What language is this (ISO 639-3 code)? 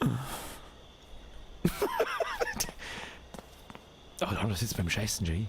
bar